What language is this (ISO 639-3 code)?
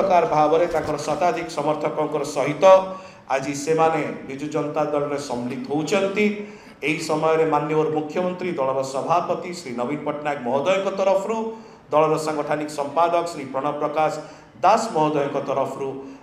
ori